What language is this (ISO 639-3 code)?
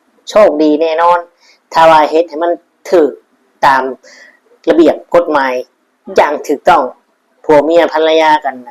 lao